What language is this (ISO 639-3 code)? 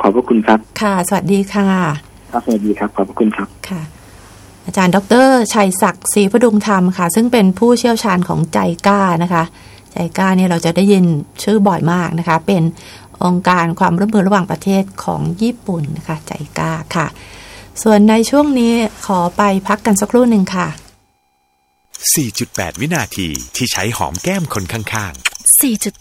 tha